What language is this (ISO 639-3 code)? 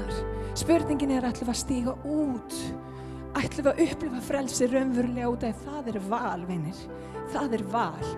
isl